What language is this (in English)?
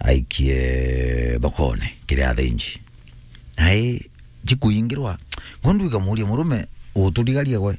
Meru